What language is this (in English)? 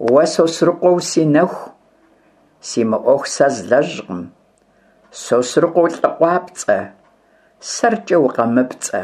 Kabardian